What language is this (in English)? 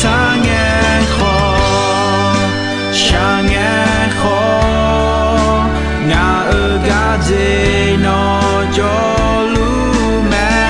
Akha